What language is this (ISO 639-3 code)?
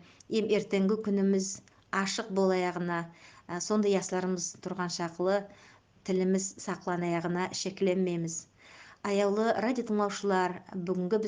nog